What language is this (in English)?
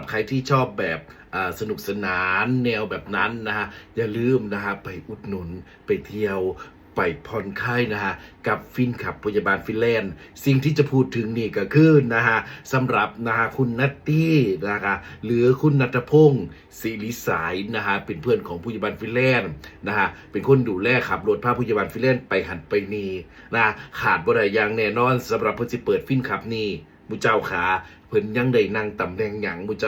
Northeastern Thai